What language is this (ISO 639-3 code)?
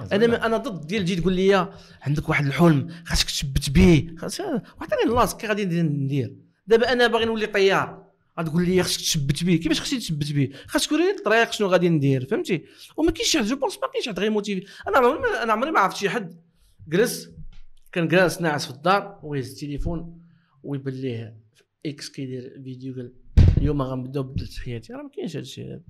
ary